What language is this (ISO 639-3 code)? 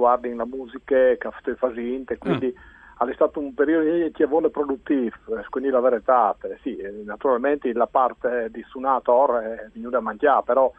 fur